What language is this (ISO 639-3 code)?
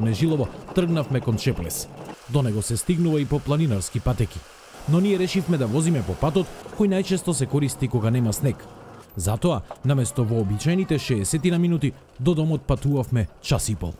mkd